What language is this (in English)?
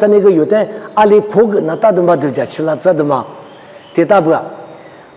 Lisu